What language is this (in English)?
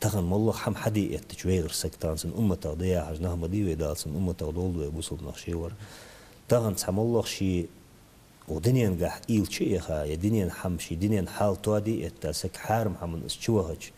Ingush